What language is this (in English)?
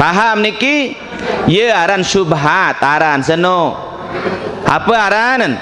Sasak